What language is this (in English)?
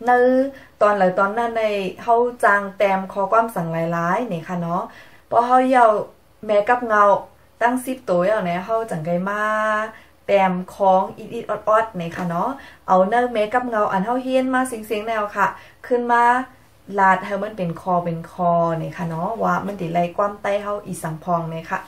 Shan